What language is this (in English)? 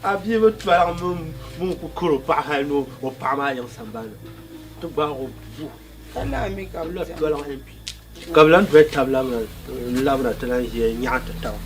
Dagbani